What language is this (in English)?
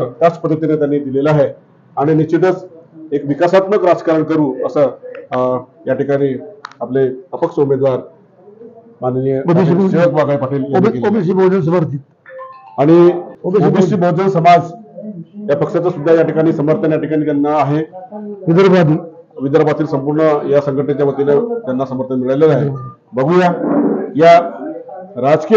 Marathi